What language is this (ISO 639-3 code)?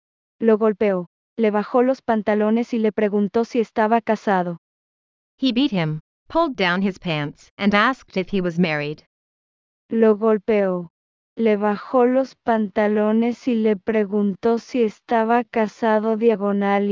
spa